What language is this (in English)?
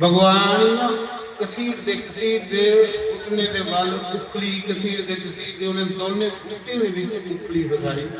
Dogri